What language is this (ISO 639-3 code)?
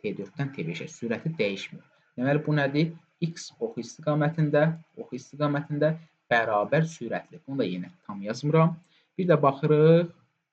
aze